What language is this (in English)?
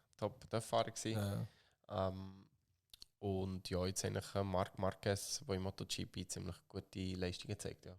Swiss German